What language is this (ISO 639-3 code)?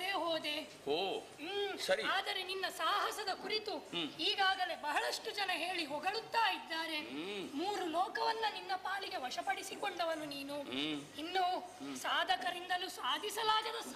kan